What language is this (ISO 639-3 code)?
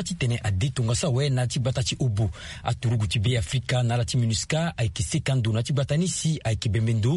sag